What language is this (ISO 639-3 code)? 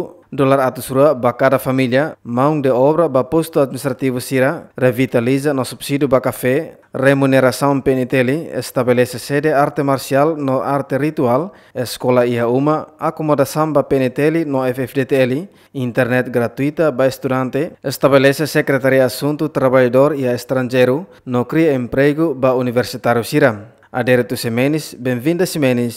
tet